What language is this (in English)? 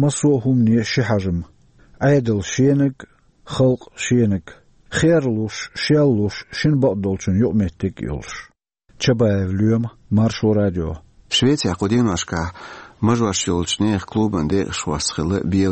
Chechen